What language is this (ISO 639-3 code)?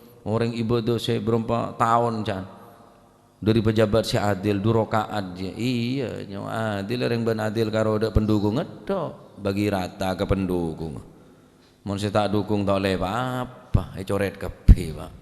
mad